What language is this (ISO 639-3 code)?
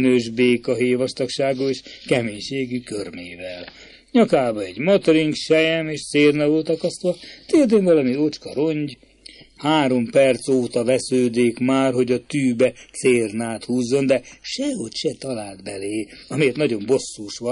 hun